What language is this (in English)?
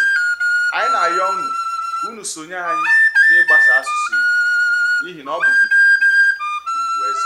Igbo